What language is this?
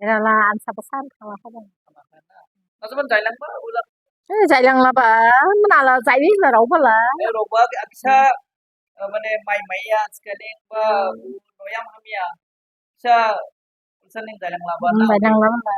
Dimasa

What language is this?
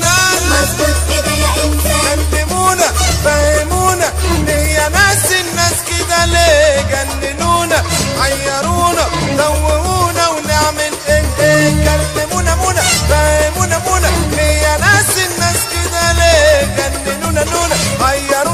Egyptian Arabic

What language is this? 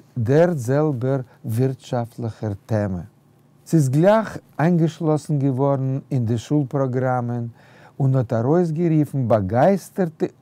Yiddish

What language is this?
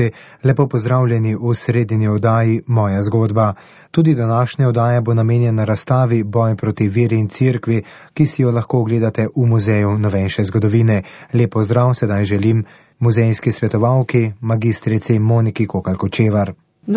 Slovenian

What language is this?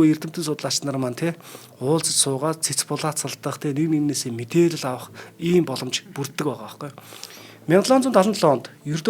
Mongolian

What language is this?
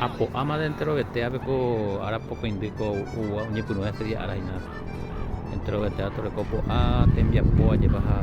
Guarani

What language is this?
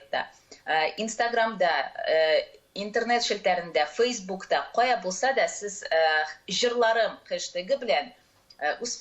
Tatar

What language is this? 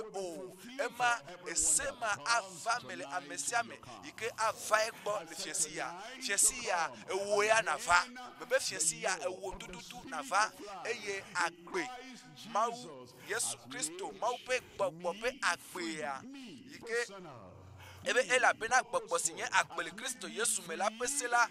Ewe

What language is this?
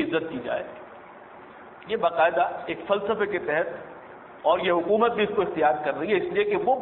Urdu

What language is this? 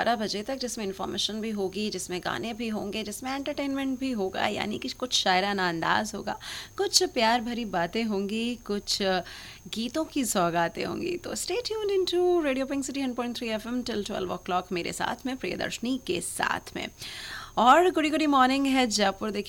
Hindi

